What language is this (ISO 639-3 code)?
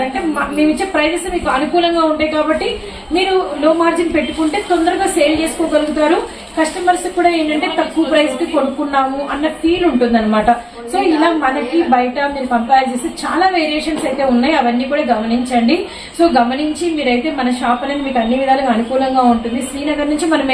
tel